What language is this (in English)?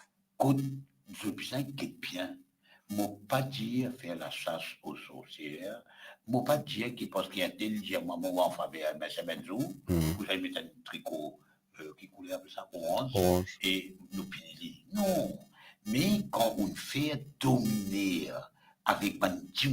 Morisyen